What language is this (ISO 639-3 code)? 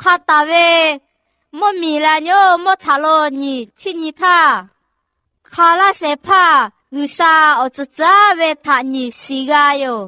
lhu